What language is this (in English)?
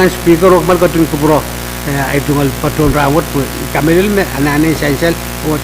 Pohnpeian